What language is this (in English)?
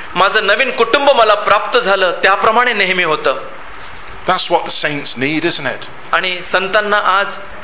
Marathi